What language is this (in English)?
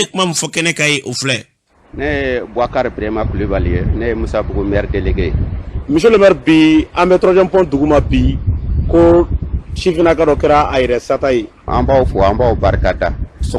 Bambara